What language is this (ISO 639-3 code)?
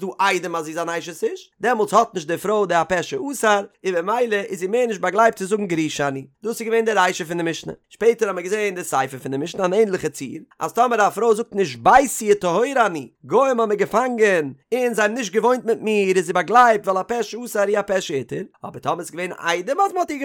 yid